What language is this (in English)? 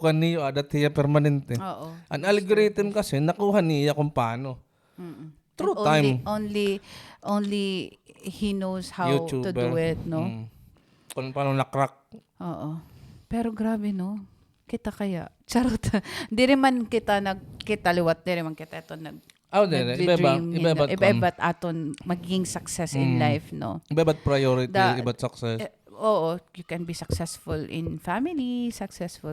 Waray